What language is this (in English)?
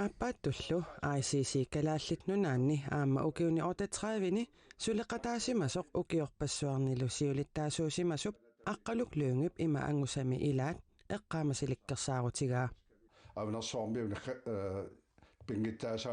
Kalaallisut